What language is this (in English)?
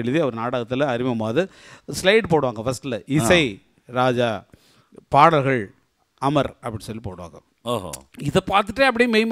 Tamil